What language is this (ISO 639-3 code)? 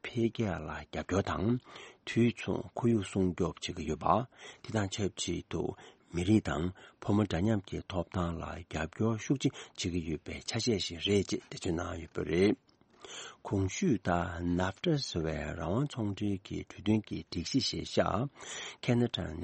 bod